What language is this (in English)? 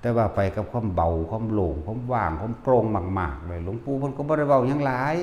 Northeastern Thai